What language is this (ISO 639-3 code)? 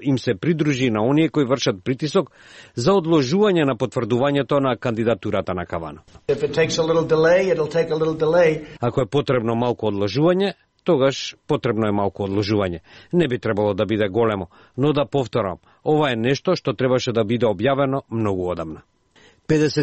mkd